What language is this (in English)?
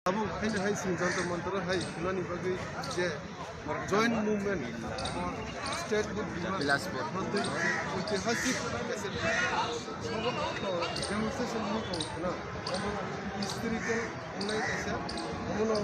Kok Borok